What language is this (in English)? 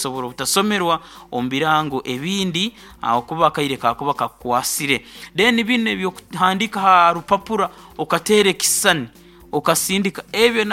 Nyoro